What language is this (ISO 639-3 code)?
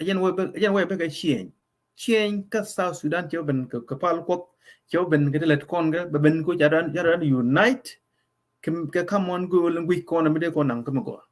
nus